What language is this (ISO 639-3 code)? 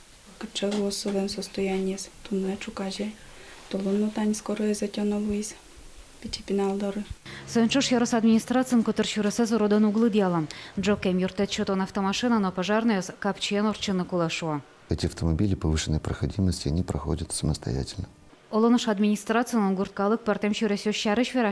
udm